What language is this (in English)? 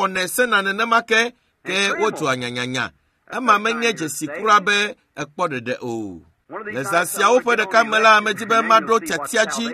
Ewe